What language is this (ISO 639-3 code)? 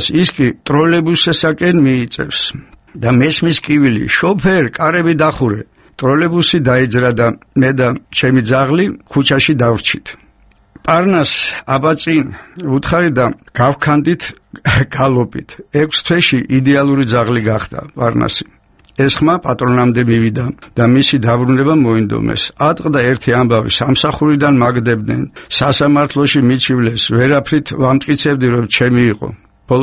kat